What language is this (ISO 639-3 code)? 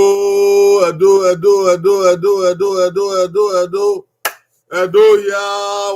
bin